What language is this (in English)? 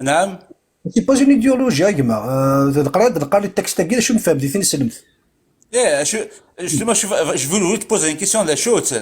Kabyle